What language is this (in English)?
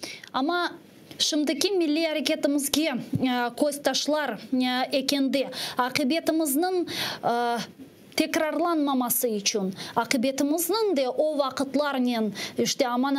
Crimean Tatar